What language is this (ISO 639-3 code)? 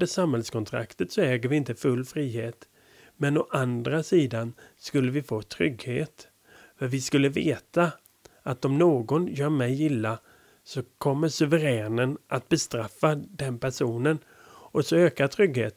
swe